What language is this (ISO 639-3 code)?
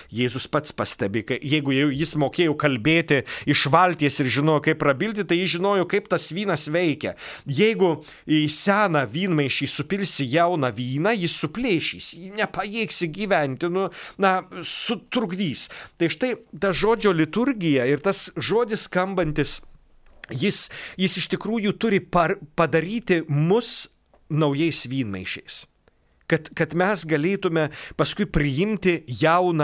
lit